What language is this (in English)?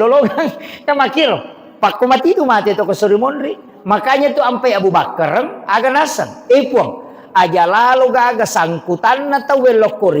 Buginese